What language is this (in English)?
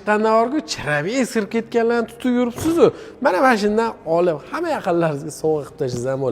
Uzbek